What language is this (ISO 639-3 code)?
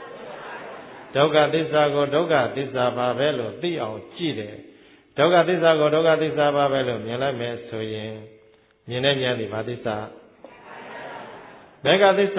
mya